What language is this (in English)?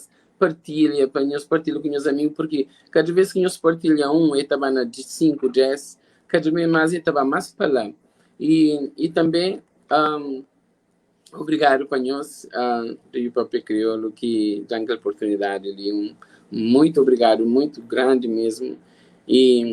Kabuverdianu